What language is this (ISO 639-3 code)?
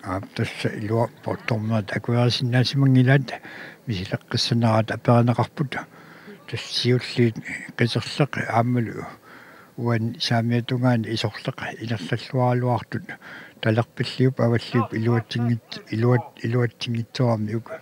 kal